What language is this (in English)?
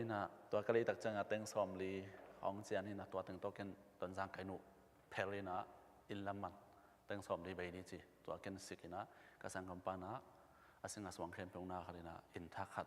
Tedim Chin